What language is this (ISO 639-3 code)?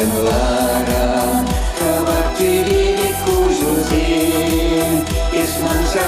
chv